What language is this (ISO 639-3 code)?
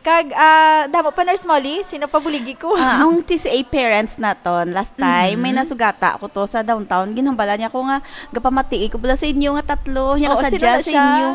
hil